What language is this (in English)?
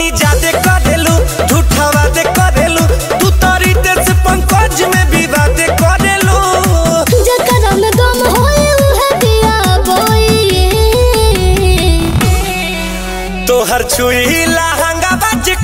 Bhojpuri